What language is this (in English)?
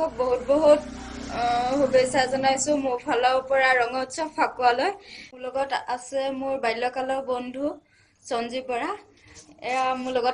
Assamese